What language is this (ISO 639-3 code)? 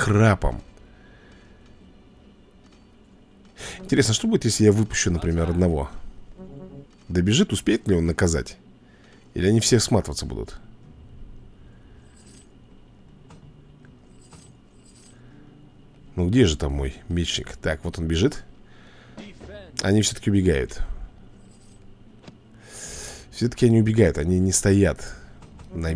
rus